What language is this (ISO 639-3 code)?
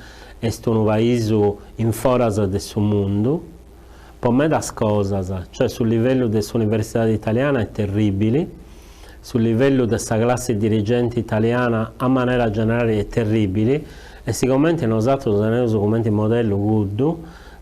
srd